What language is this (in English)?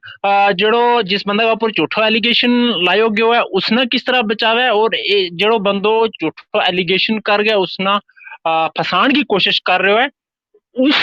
Gujari